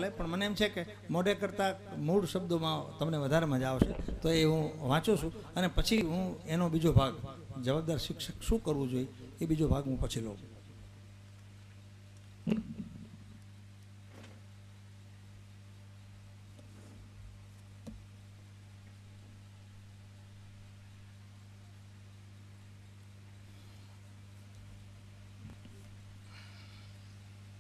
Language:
Gujarati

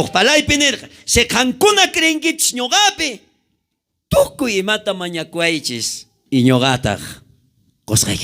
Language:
South Bolivian Quechua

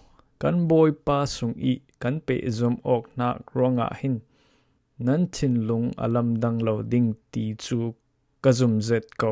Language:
Falam Chin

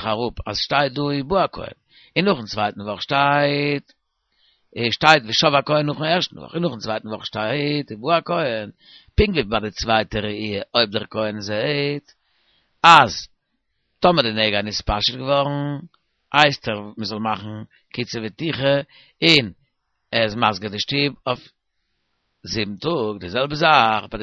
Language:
Yiddish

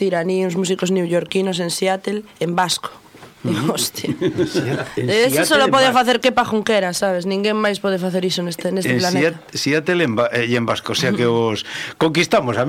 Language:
Galician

